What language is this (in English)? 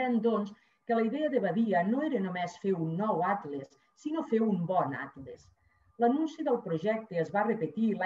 Catalan